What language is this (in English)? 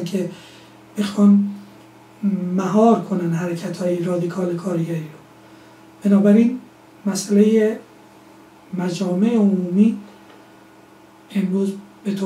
Persian